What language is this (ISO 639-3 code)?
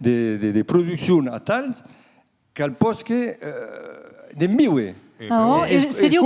oci